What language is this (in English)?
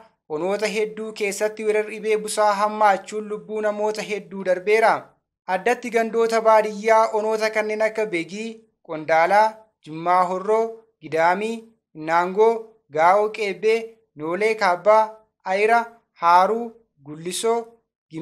Oromo